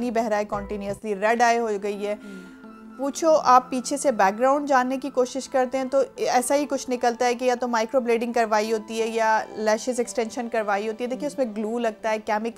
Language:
Hindi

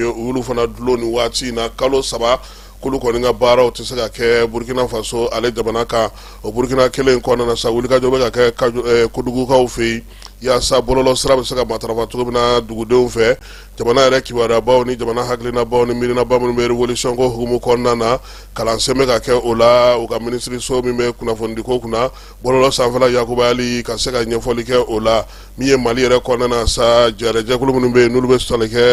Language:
Bambara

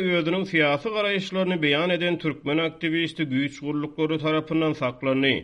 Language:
Turkmen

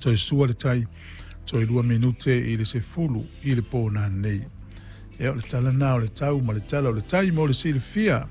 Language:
Samoan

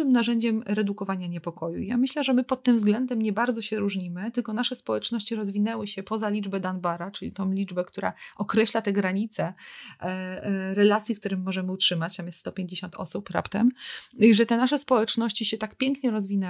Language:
Polish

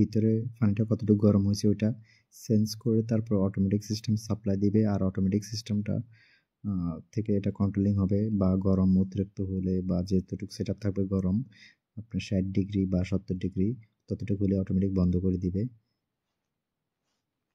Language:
Bangla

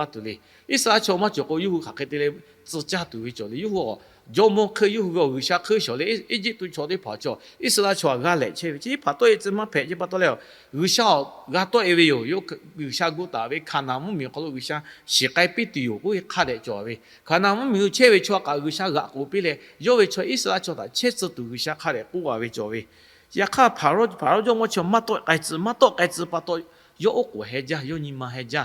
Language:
Lahu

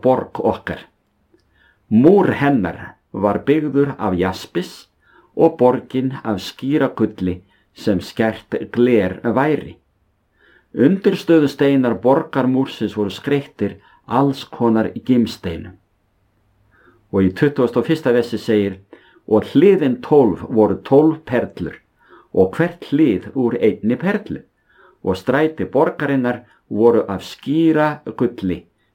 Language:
Icelandic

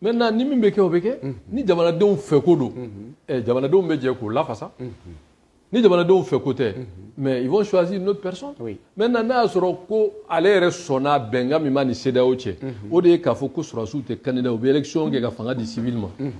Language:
Bambara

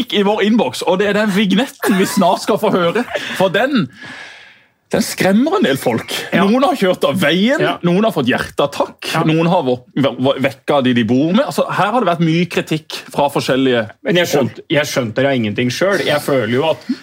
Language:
Norwegian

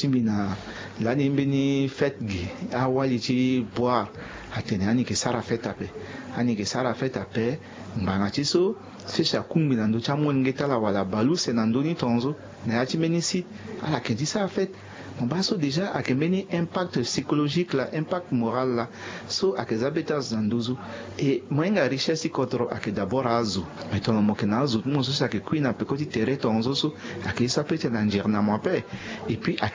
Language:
Sango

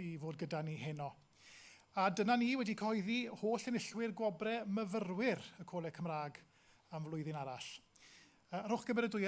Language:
Welsh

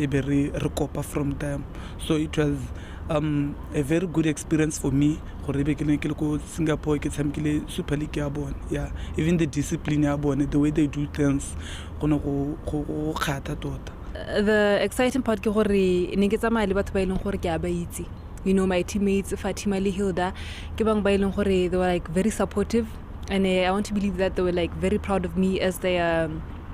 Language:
Tswana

